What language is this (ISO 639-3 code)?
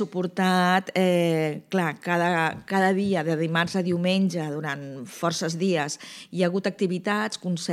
cat